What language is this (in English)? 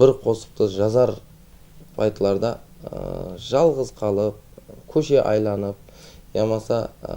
Kara-Kalpak